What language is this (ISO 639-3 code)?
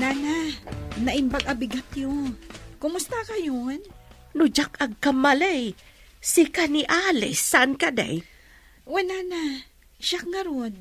ilo